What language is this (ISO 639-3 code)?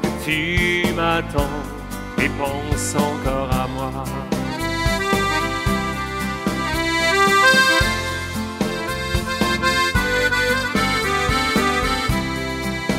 fra